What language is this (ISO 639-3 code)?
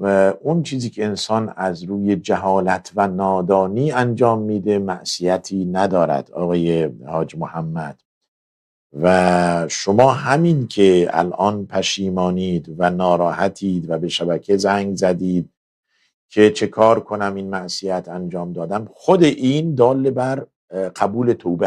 fas